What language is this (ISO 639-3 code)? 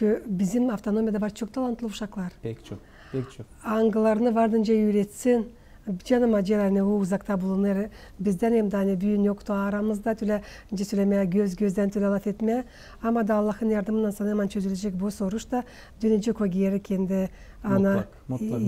gag